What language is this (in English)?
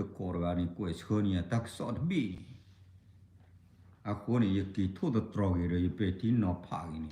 S'gaw Karen